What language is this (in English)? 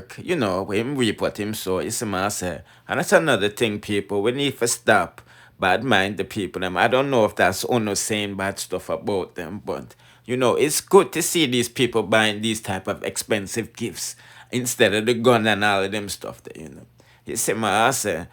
Jamaican Creole English